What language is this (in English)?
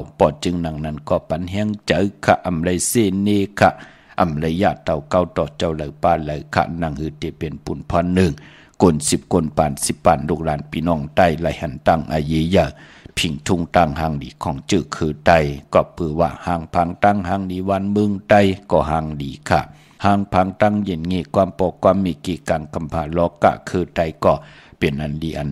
Shan